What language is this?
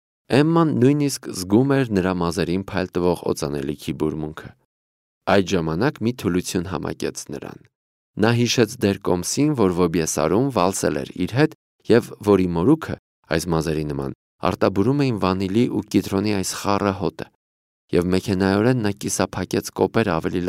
Armenian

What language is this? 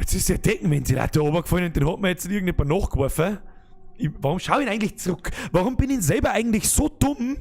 Bavarian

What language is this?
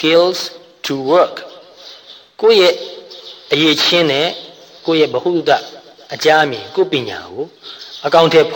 Burmese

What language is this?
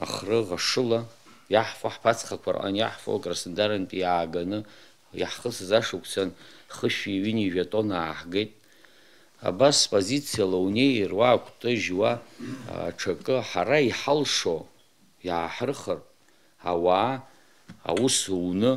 Abkhazian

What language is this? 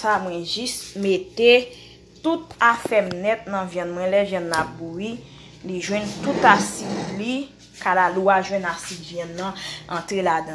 Haitian Creole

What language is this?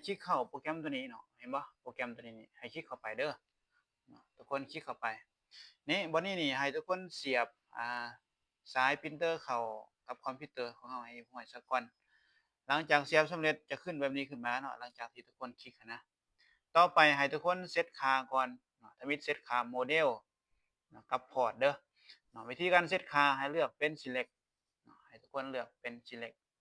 Lao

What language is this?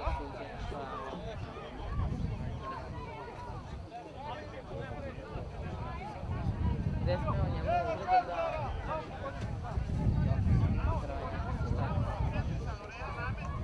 Serbian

